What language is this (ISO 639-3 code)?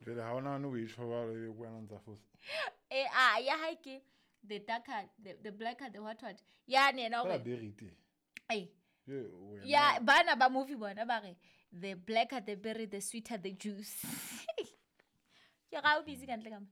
sot